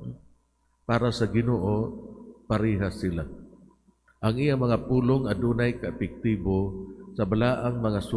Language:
Cebuano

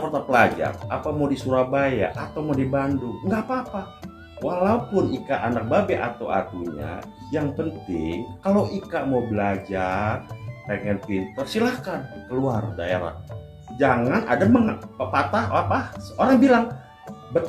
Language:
Betawi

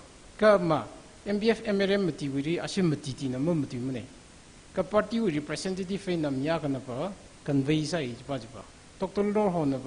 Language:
Tangkhul Naga (India)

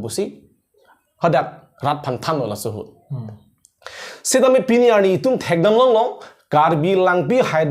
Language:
Karbi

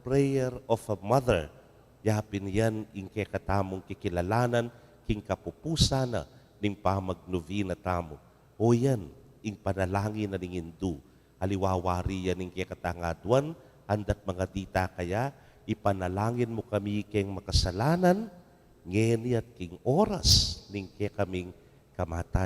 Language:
Pampanga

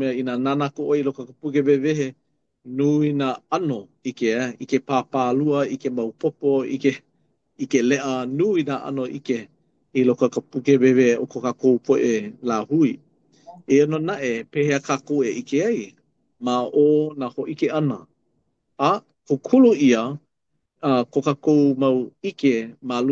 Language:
Hawaiian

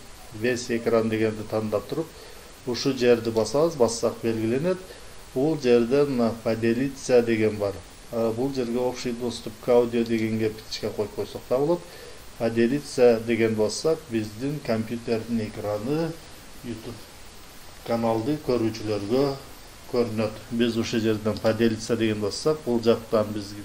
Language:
Kyrgyz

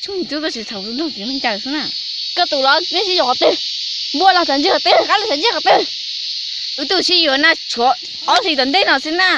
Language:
Hmong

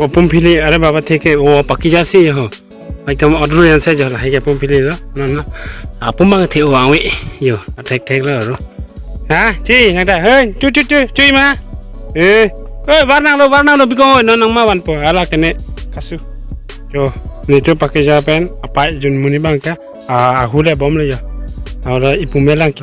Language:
Karbi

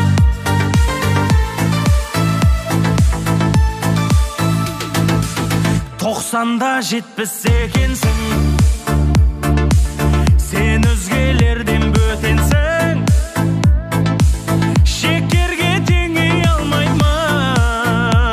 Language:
Kara-Kalpak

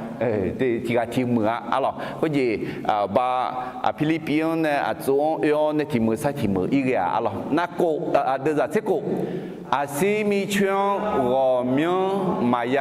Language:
Akha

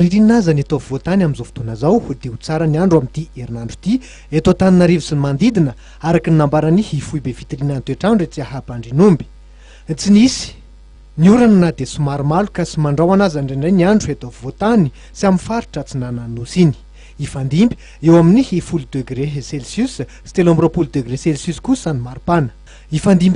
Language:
Malagasy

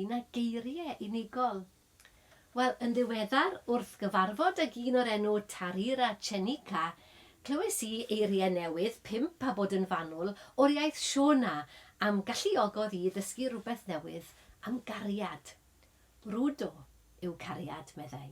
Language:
Welsh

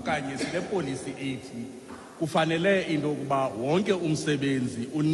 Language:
Xhosa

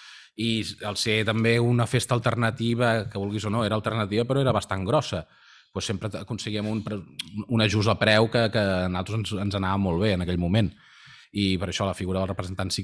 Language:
Catalan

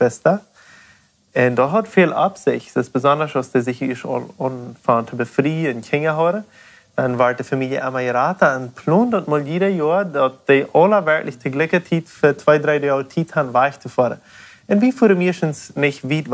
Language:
Plautdietsch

